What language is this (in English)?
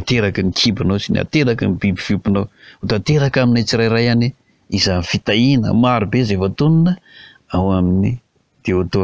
Malagasy